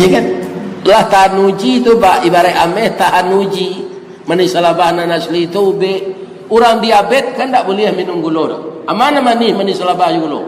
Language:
Minangkabau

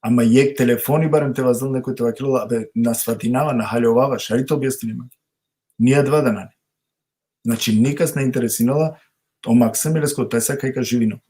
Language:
Balkan Romani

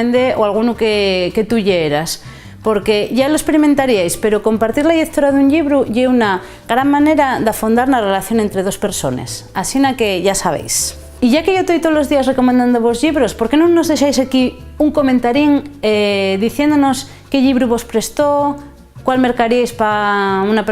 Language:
Asturian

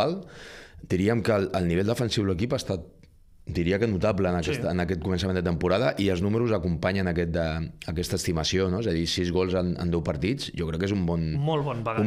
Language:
Catalan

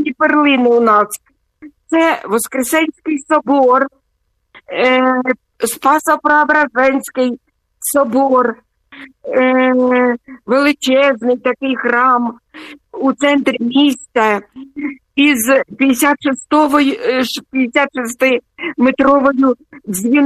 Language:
Ukrainian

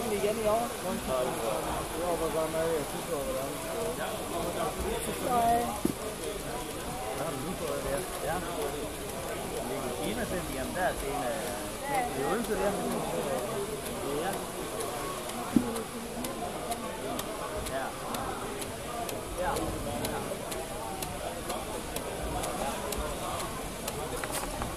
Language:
Danish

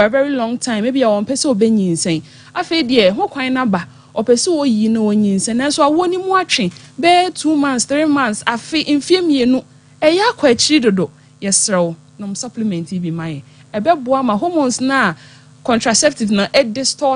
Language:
Akan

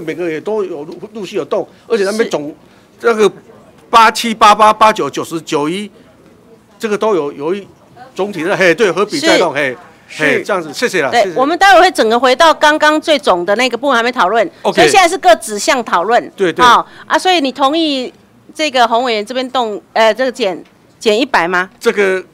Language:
Chinese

